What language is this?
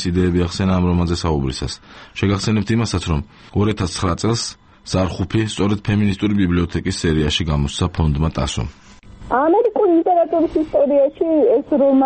Georgian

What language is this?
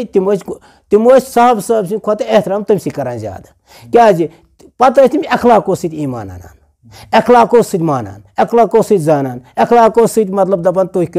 Kashmiri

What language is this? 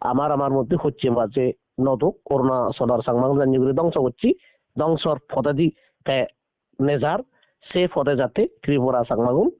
Chakma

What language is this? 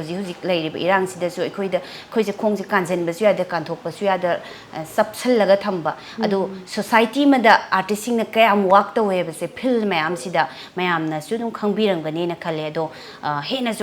Manipuri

